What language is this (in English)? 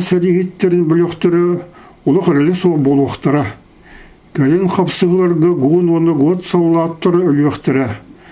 Yakut